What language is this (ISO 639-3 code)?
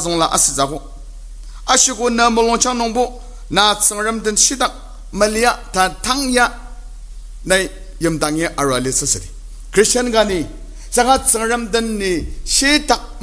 njo